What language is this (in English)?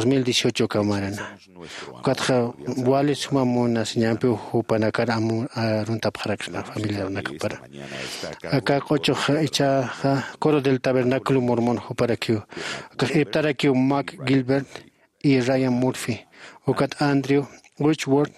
Aymara